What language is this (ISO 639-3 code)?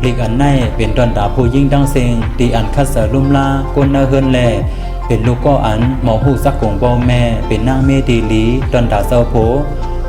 shn